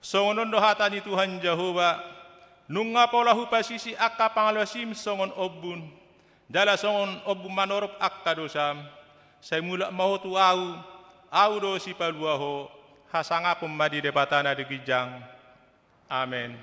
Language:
Batak Toba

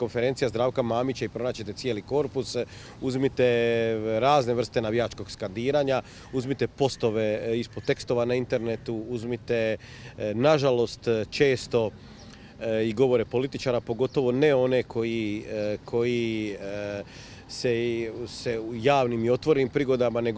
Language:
Croatian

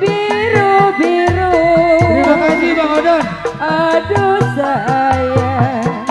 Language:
Betawi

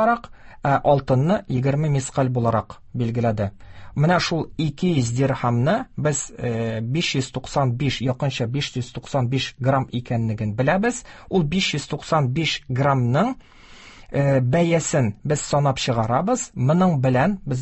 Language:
Tatar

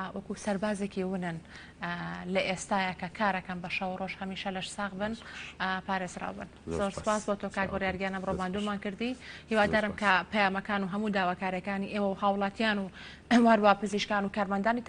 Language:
Central Kurdish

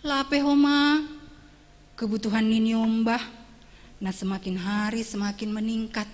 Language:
Batak Simalungun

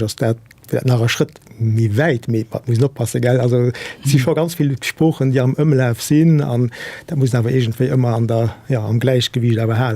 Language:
Luxembourgish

